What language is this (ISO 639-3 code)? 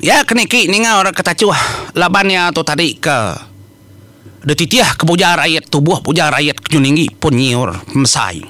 iba